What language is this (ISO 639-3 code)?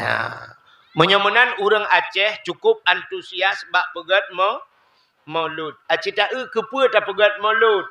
ace